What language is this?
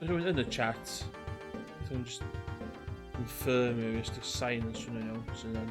Welsh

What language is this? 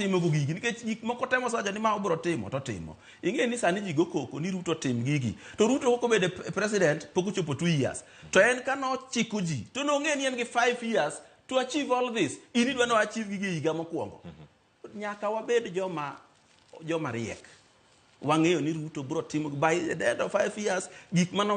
Luo (Kenya and Tanzania)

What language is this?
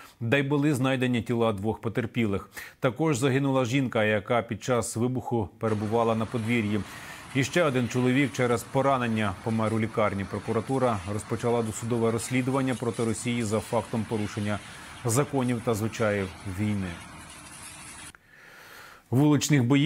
Ukrainian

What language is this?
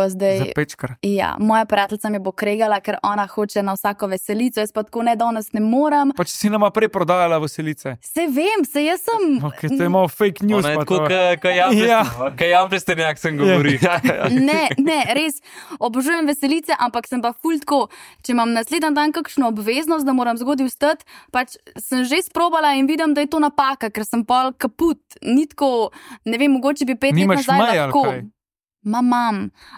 Slovenian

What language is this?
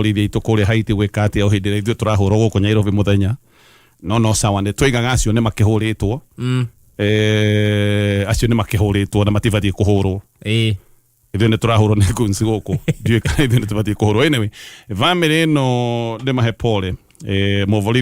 Kikuyu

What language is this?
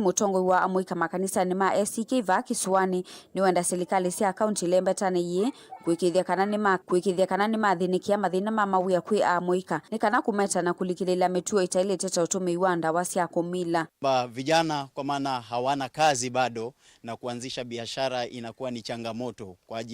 Kamba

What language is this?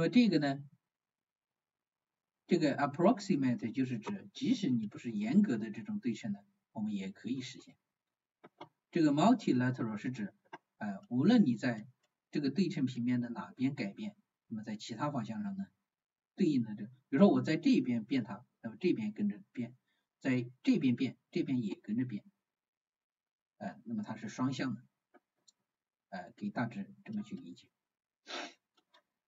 Chinese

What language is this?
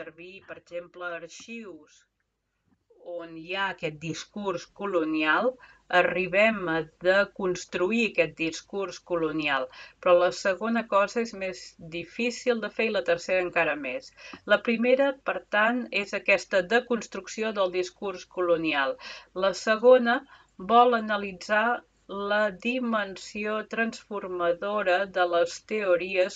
Catalan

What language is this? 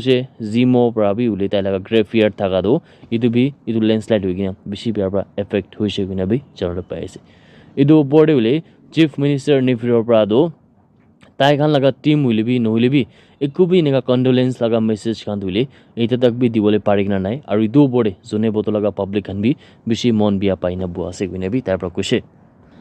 Naga Pidgin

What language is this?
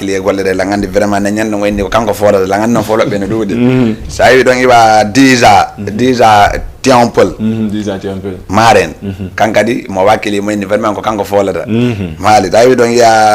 Fula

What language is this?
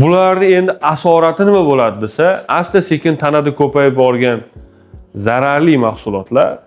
Uzbek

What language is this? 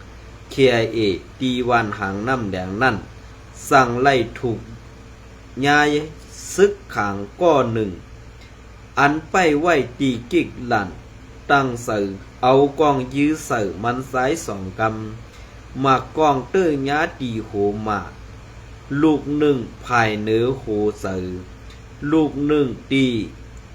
Shan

